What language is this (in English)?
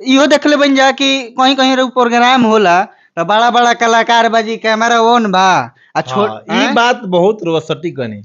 Bhojpuri